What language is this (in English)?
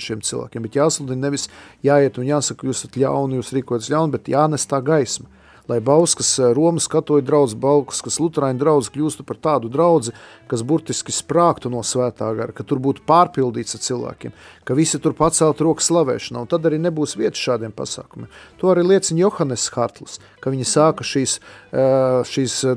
Latvian